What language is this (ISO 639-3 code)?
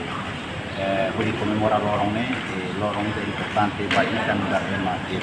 tet